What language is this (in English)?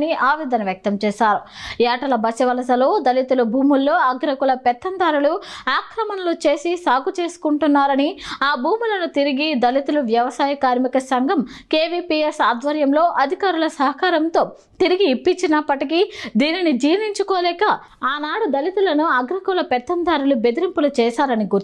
Telugu